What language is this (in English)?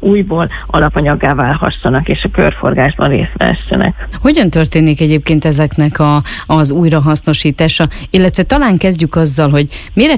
Hungarian